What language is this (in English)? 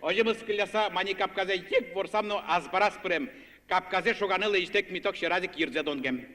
Udmurt